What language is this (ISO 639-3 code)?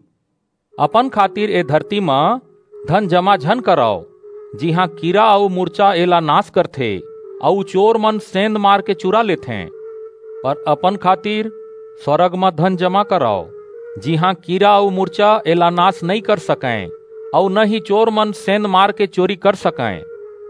hne